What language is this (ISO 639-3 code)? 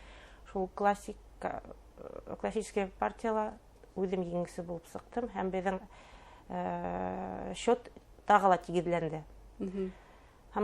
bak